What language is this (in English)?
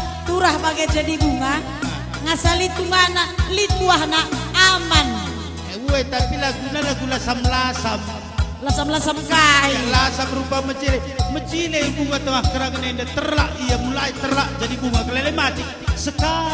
Batak Karo